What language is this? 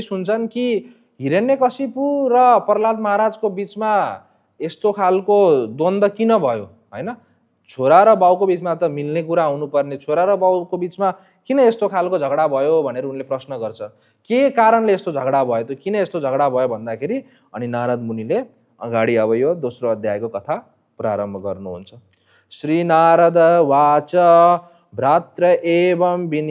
Nepali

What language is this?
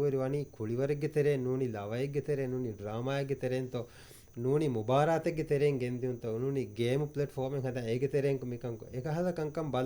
Divehi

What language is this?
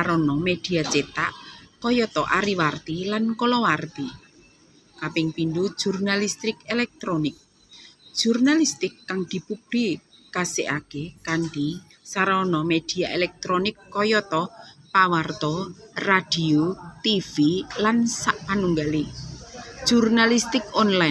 Javanese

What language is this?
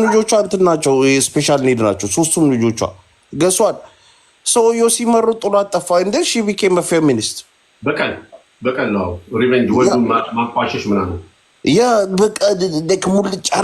Amharic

